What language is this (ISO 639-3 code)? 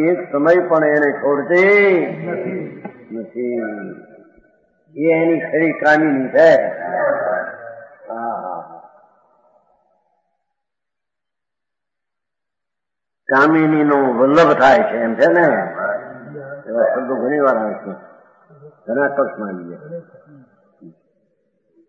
guj